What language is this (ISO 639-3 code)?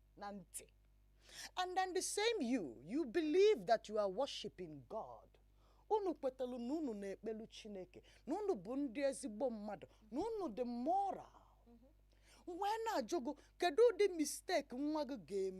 ibo